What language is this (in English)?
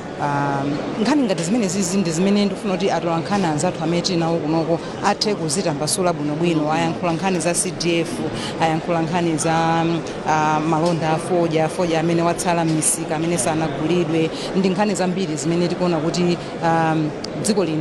Nyanja